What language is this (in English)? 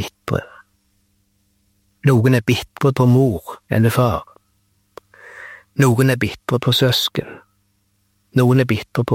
Norwegian